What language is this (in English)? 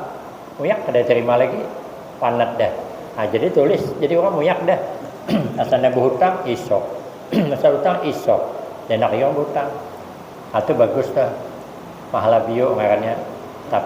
Banjar